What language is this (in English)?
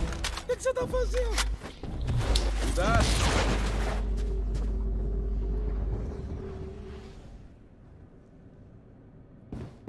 Portuguese